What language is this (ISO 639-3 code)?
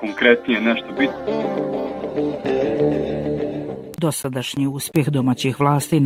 bos